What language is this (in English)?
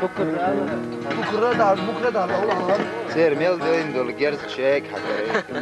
Chechen